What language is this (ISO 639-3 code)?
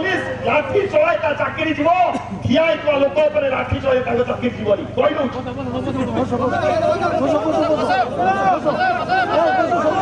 ori